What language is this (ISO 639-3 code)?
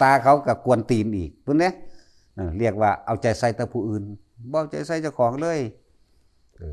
tts